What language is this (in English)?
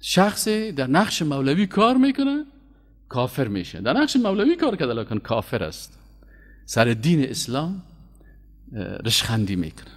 Persian